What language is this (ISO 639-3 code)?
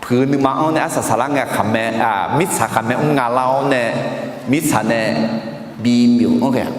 ahk